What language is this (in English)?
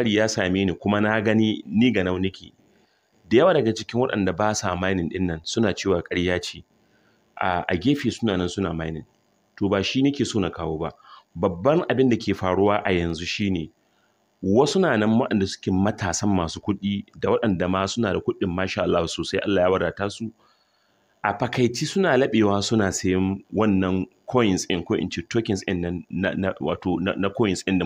Hausa